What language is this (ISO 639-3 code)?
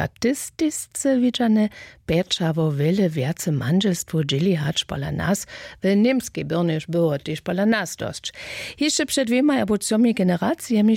hsb